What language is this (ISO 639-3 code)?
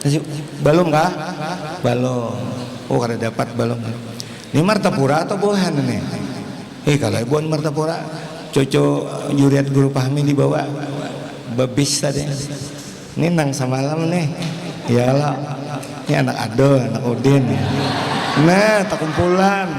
bjn